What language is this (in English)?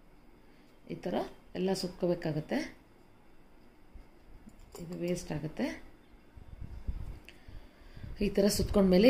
Kannada